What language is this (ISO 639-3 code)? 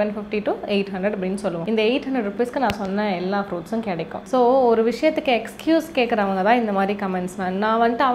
tam